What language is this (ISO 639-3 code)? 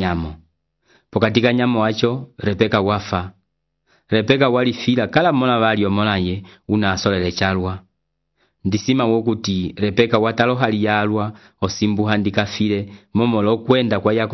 umb